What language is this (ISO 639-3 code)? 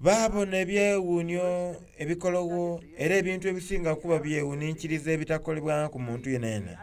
xog